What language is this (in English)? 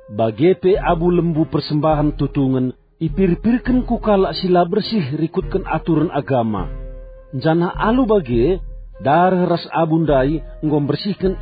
Batak Karo